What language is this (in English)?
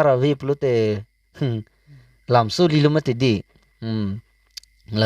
Karbi